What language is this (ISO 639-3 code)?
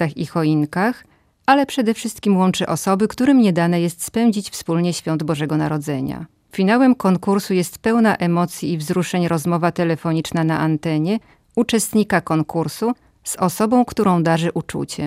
pol